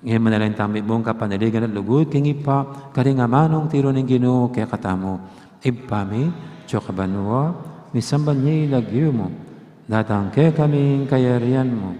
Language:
Pampanga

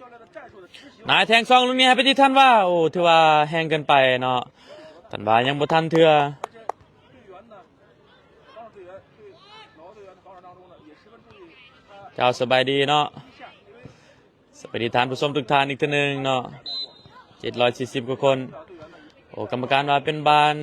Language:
Lao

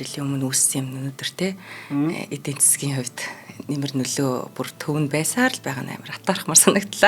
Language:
Mongolian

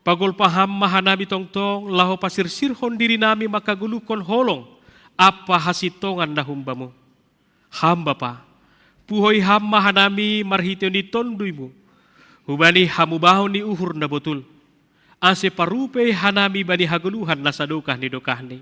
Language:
Batak Simalungun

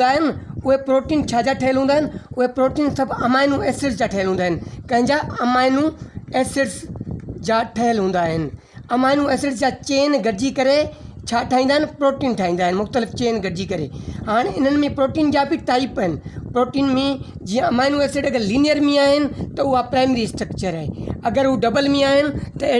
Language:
Sindhi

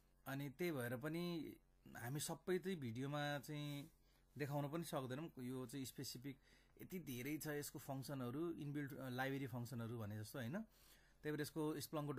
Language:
Nepali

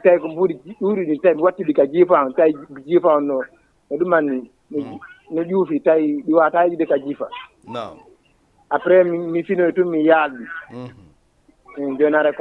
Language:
Fula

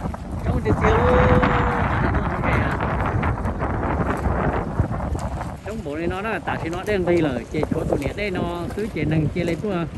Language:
Vietnamese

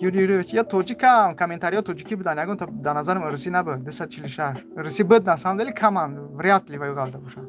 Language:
Tajik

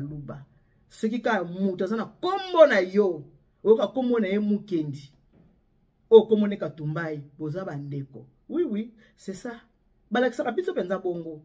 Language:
Lingala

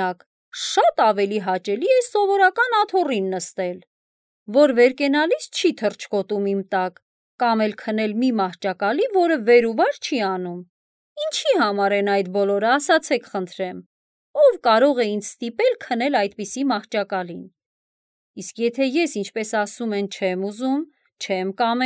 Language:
Armenian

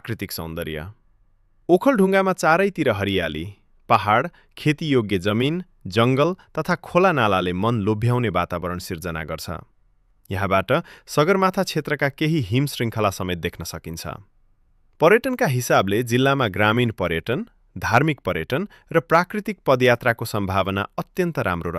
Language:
Nepali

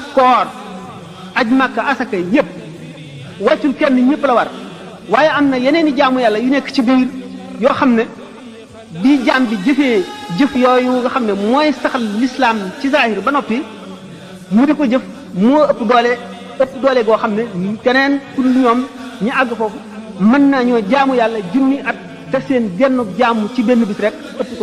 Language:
Wolof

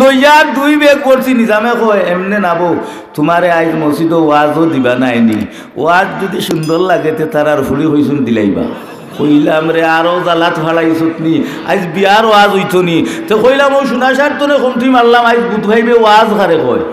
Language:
Sylheti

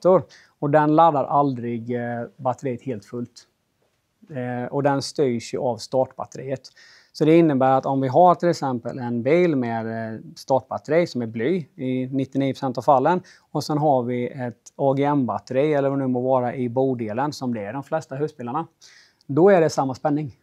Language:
Swedish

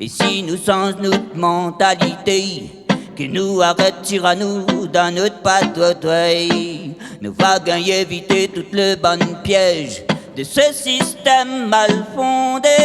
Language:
Réunion Creole French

